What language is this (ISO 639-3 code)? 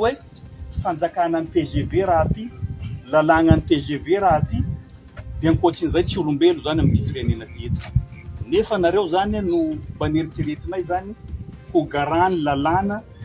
mlg